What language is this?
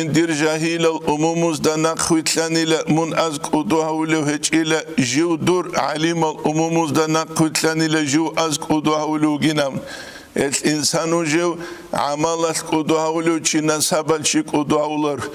Avaric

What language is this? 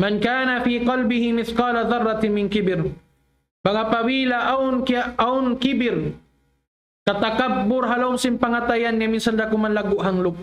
Tausug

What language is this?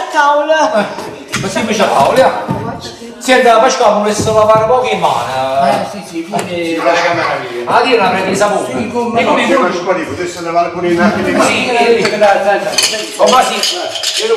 Neapolitan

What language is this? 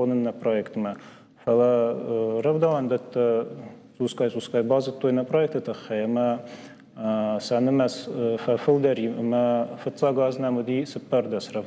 Ossetic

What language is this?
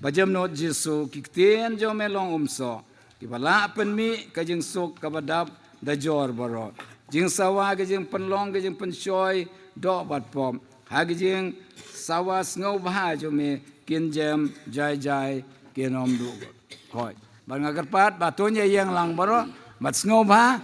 Khasi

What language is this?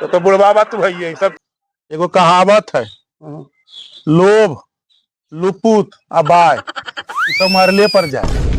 Magahi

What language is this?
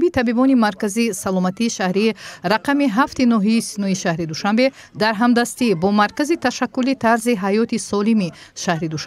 Tajik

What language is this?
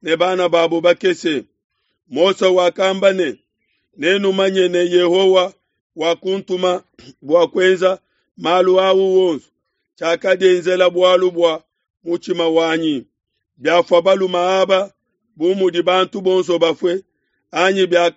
Luba-Lulua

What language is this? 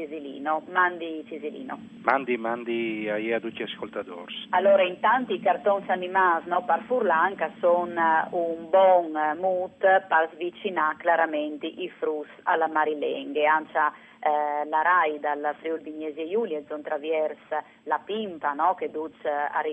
Friulian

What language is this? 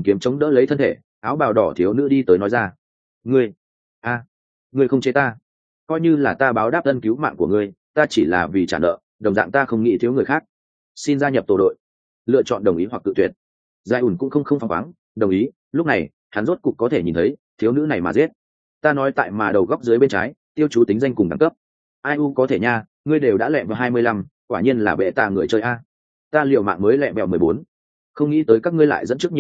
Vietnamese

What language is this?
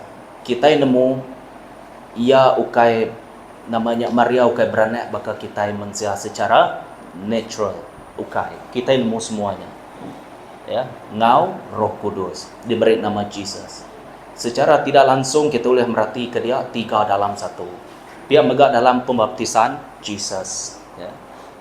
Iban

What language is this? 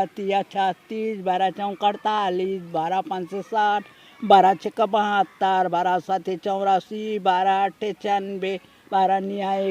Chhattisgarhi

